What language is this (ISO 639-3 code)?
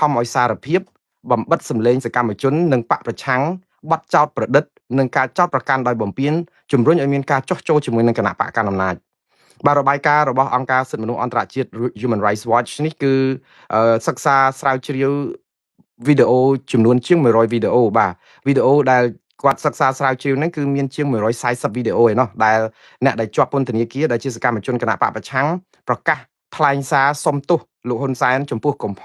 khm